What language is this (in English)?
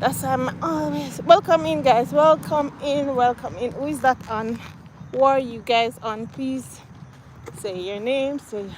Jamaican Creole English